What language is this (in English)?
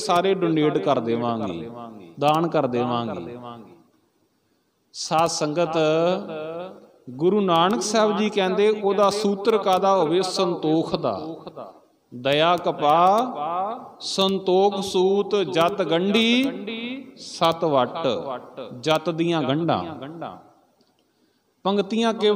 Punjabi